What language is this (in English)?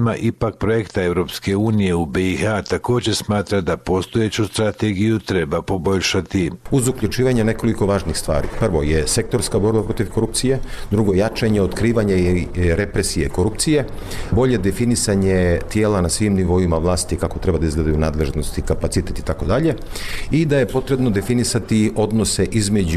Bosnian